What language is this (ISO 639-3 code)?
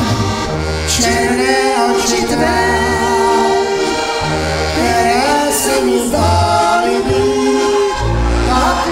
ces